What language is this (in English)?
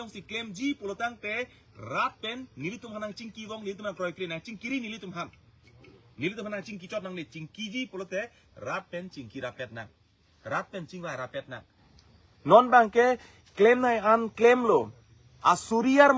Karbi